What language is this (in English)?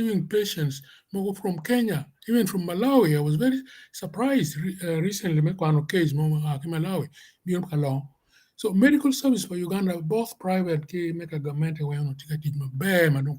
Acoli